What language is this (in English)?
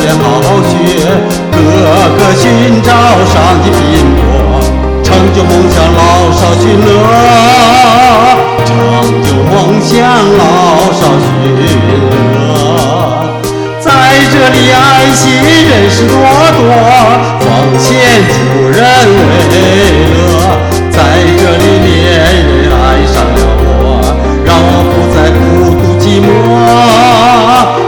Chinese